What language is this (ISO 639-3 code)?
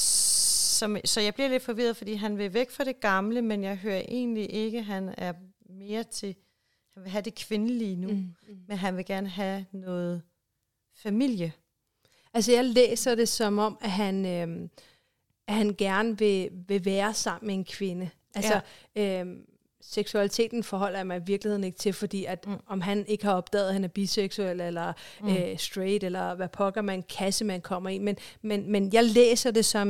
dan